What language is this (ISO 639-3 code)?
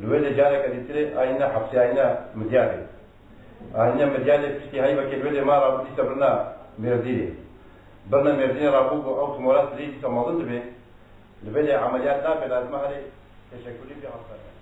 kur